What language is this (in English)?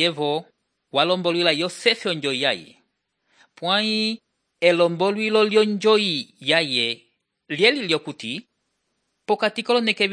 Umbundu